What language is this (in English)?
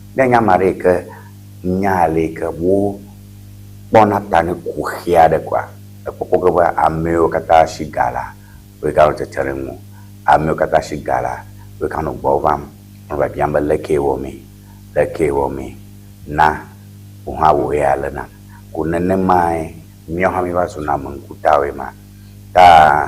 Ewe